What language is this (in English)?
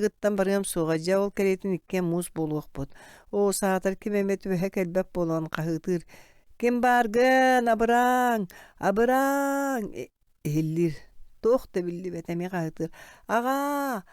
Yakut